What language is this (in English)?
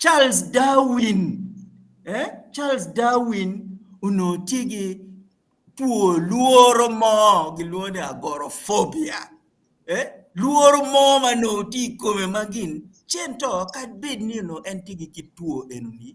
Acoli